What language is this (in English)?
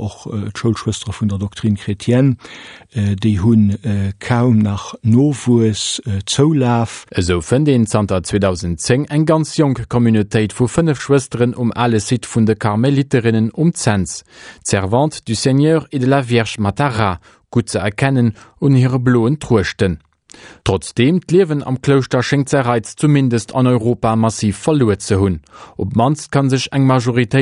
Luxembourgish